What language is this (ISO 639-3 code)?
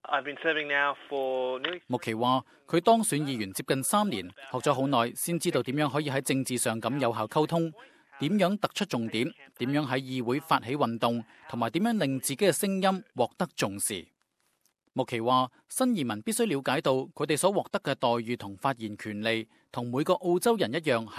yue